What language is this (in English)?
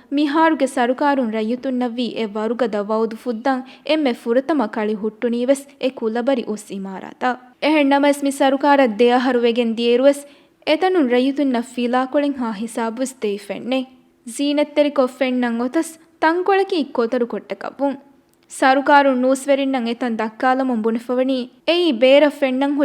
Divehi